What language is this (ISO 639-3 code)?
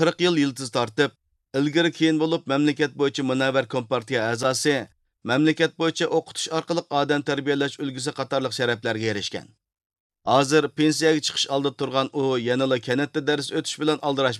uig